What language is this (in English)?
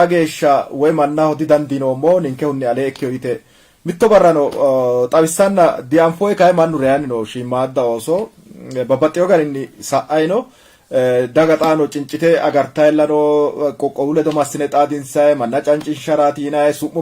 Sidamo